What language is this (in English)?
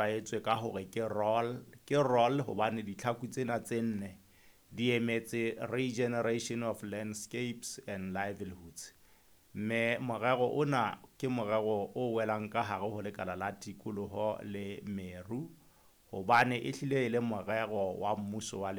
Southern Sotho